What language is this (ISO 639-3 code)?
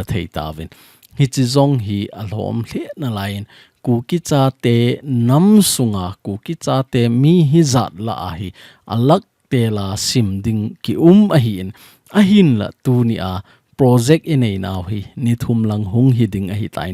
tcz